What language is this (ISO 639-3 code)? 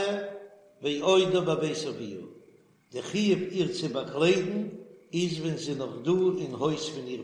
yid